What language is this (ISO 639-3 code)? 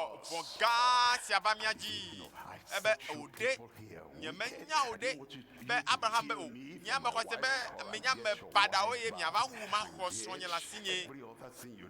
ewe